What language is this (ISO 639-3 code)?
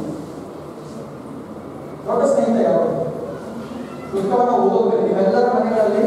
kan